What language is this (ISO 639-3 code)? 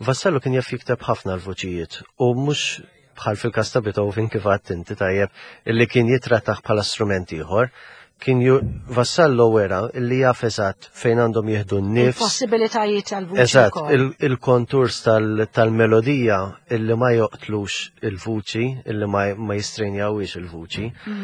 mlt